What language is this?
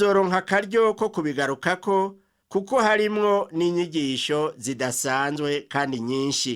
Rundi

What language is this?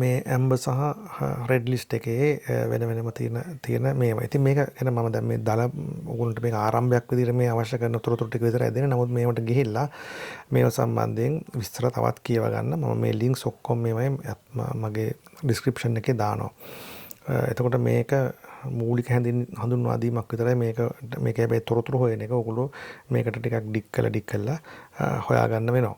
Sinhala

